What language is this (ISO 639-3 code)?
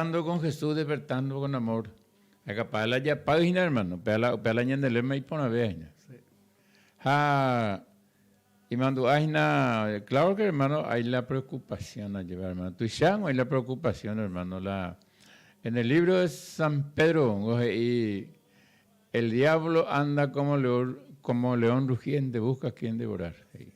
grn